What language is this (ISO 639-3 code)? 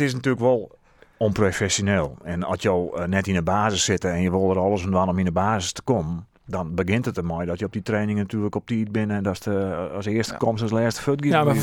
fry